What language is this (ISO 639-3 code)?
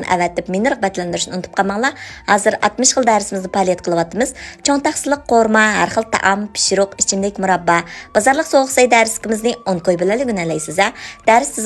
uig